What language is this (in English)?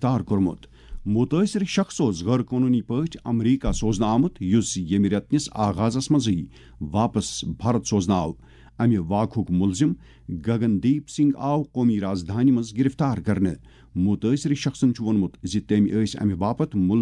Kashmiri